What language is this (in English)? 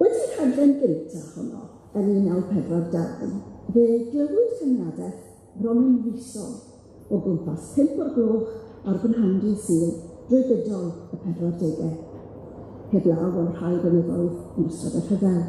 Welsh